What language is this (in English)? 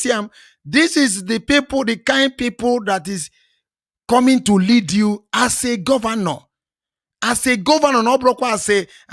Igbo